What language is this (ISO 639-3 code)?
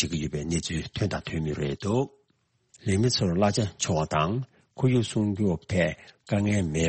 bod